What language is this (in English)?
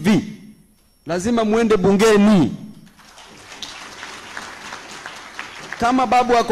Swahili